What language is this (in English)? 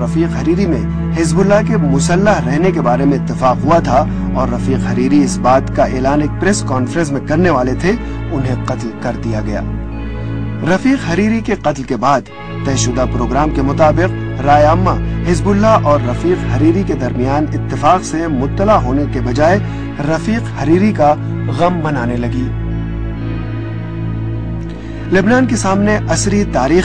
Urdu